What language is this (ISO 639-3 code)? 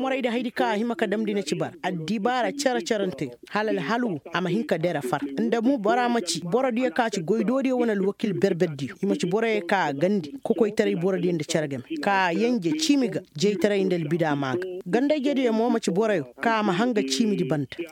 ses